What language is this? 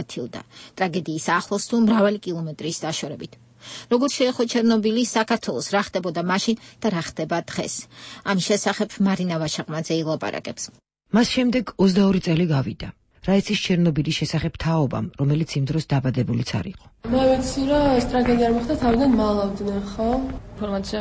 Georgian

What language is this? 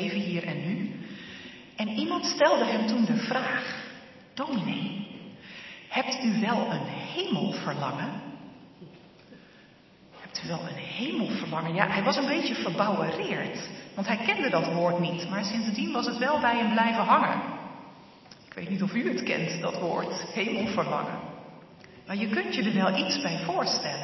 Dutch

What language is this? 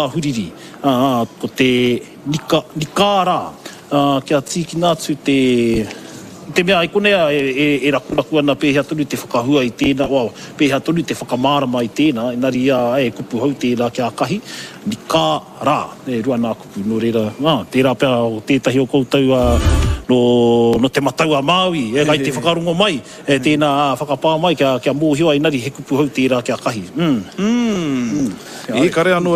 Māori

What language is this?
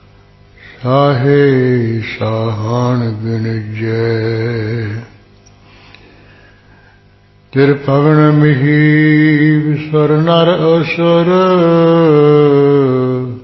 Punjabi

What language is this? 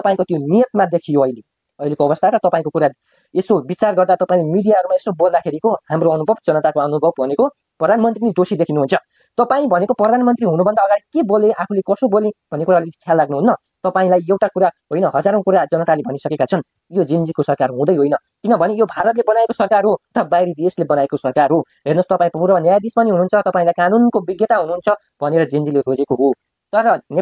Nepali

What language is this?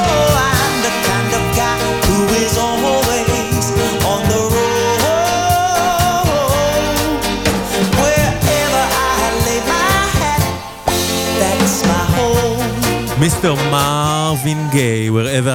Hebrew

